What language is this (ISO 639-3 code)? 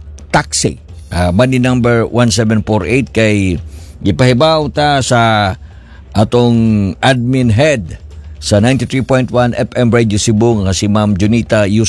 ceb